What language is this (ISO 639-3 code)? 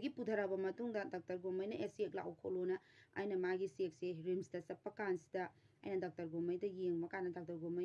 mni